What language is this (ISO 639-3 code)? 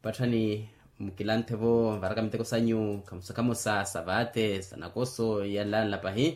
vmw